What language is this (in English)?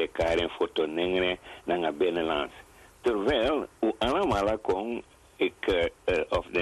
Sranan Tongo